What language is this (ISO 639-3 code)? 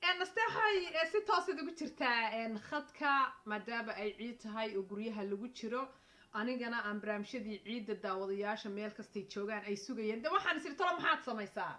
som